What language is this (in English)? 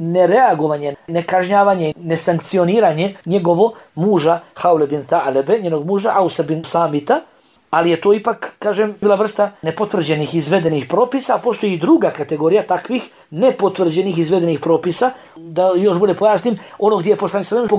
Bosnian